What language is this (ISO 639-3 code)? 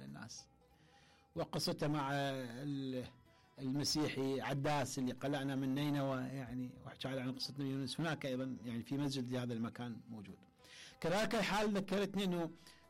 acm